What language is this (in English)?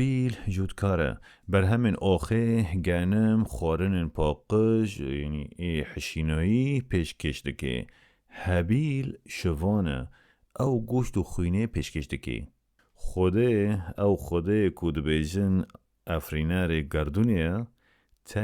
Kurdish